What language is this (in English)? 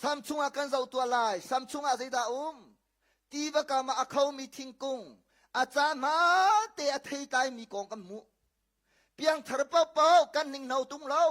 Hakha Chin